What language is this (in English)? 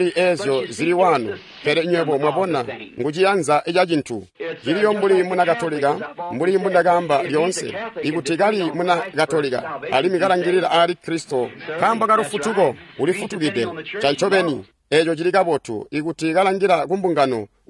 Tonga (Zambia)